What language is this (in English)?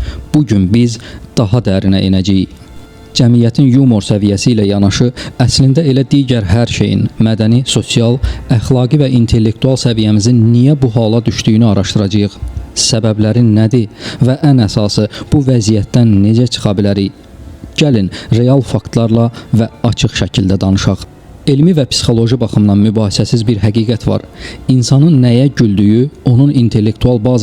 Azerbaijani